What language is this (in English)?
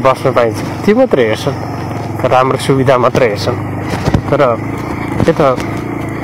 Nepali